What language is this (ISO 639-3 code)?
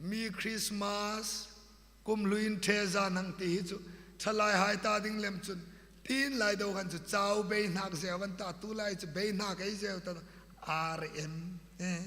hmr